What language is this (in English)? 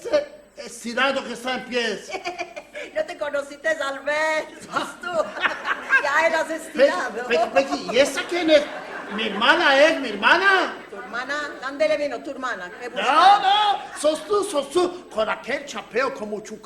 Ladino